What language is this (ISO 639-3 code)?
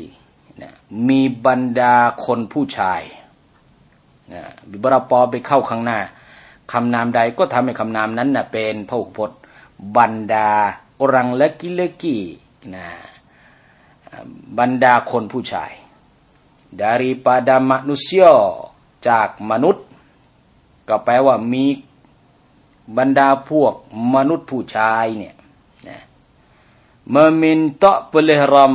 tha